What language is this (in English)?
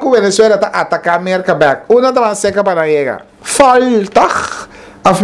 Papiamento